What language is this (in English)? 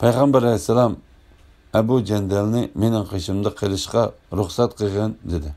Uyghur